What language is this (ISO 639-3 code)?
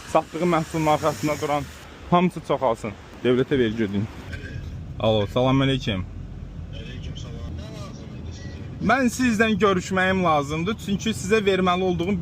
aze